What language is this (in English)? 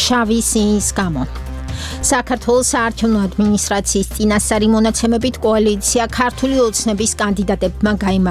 Georgian